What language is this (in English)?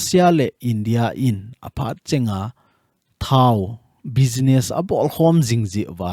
Thado Chin